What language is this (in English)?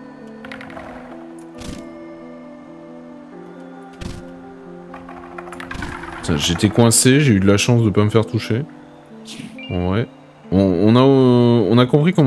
French